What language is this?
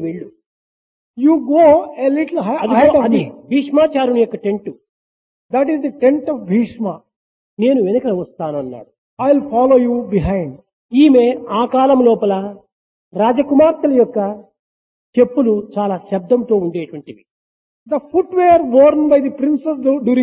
Telugu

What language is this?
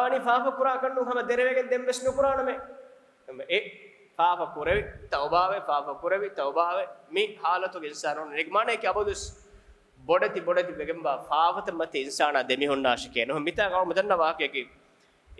Divehi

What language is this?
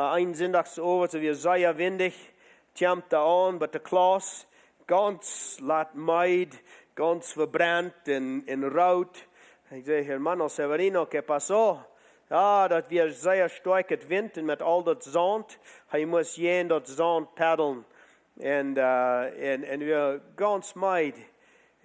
Plautdietsch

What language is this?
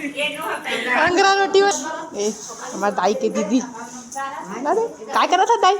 Chhattisgarhi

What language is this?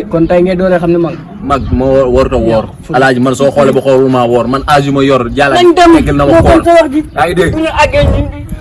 Wolof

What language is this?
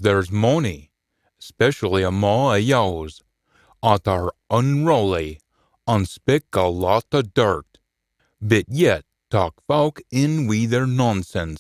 Scots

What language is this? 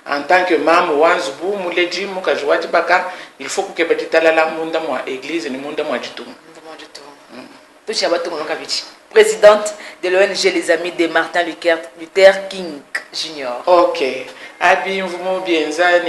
Luba-Lulua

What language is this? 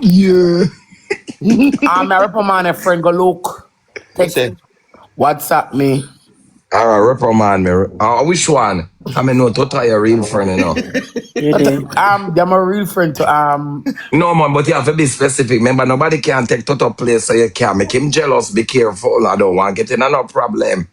Jamaican Creole English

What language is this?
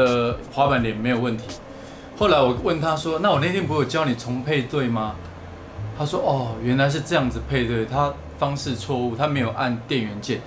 Chinese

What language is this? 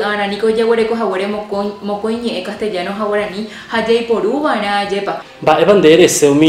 Guarani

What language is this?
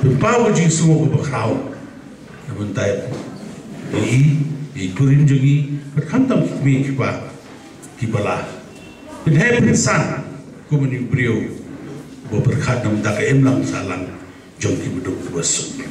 Khasi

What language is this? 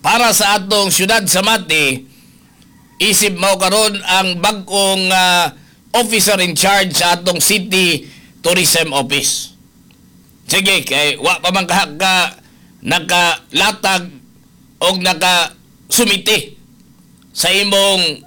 Cebuano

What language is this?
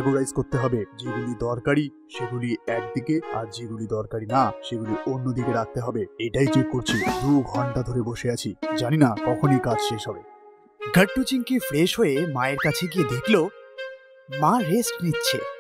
Bangla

